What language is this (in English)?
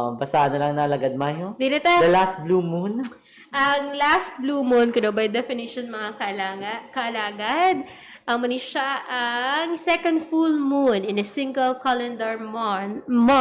Hiligaynon